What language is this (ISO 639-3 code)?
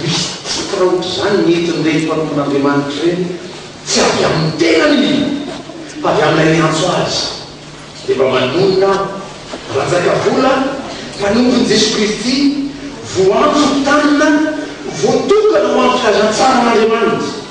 mlg